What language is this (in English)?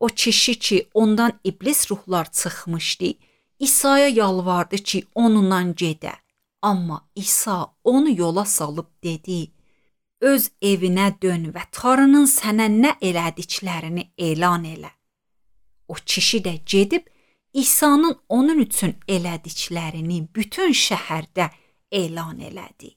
Azerbaijani